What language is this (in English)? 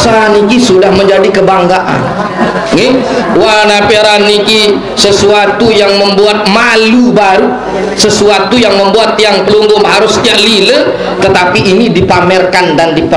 Sasak